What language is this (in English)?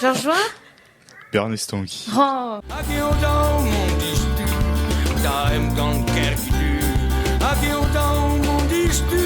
Breton